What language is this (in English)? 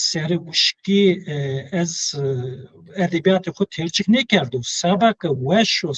Zaza